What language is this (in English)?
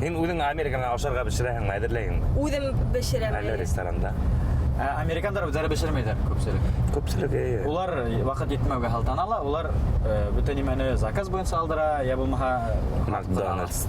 Bashkir